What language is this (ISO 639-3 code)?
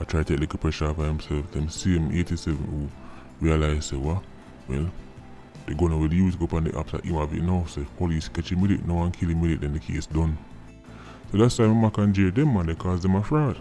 jam